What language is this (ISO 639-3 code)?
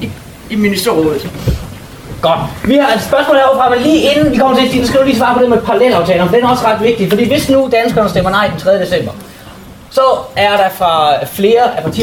dan